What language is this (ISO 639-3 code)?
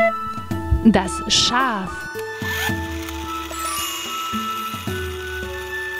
deu